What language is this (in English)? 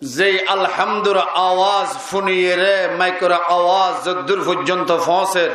Rohingya